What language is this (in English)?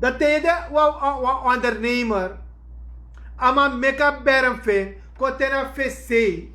Sranan Tongo